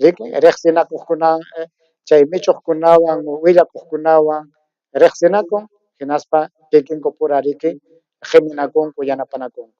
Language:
Ayacucho Quechua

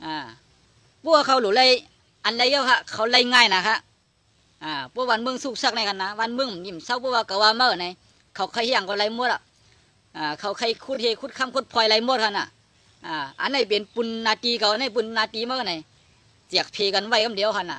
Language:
Shan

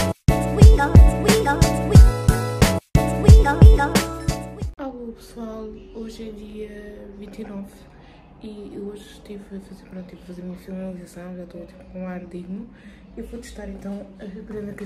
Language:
Portuguese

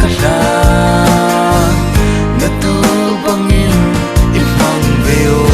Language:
Falam Chin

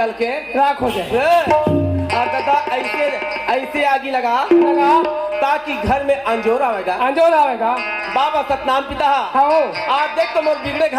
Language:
Chhattisgarhi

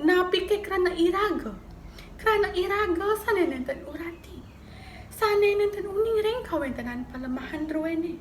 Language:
Balinese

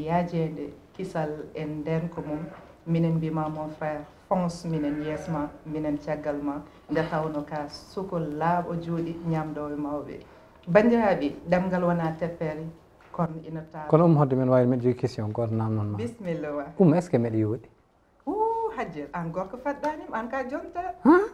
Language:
Fula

